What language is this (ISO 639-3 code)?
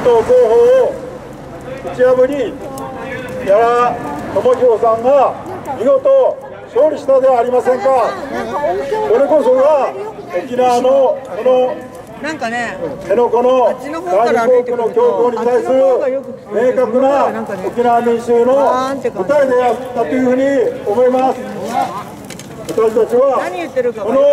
jpn